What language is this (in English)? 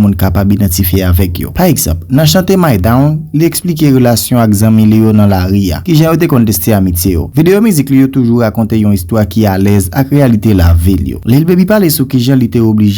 Haitian Creole